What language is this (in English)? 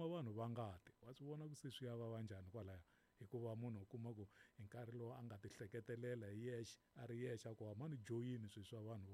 Tsonga